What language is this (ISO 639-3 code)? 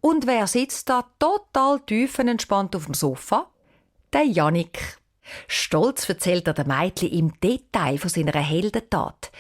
gsw